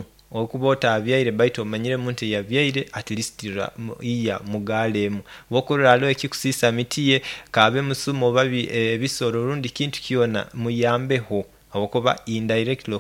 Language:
Nyoro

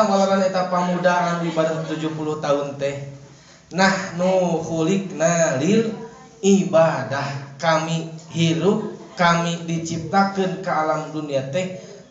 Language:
Sundanese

